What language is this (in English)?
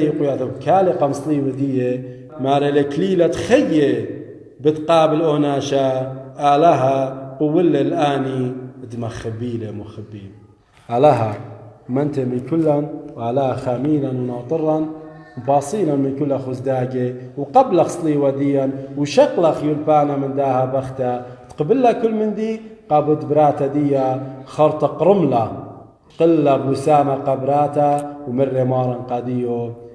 Assyrian Neo-Aramaic